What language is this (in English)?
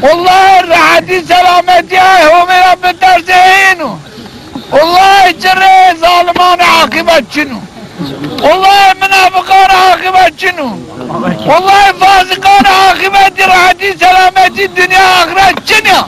Zaza